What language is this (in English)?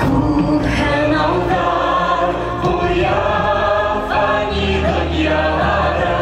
Bashkir